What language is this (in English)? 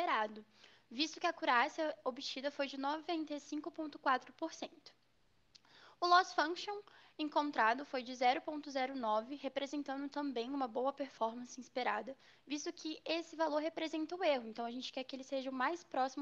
Portuguese